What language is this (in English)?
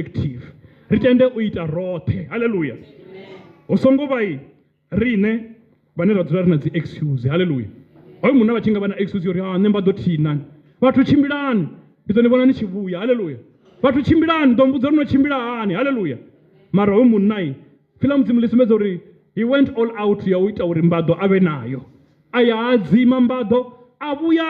Venda